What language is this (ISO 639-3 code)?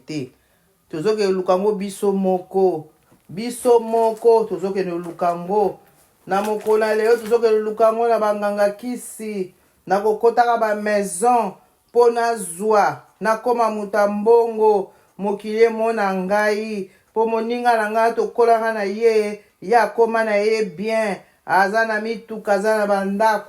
lin